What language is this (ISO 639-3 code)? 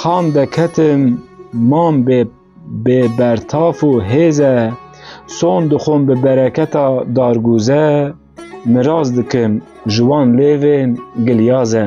kur